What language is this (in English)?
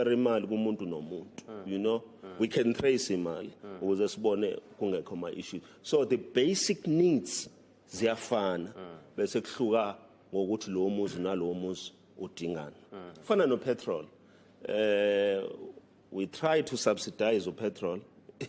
Zulu